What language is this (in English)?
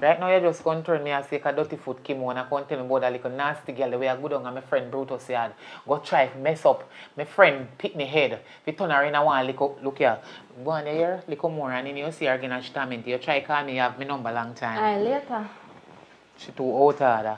Jamaican Creole English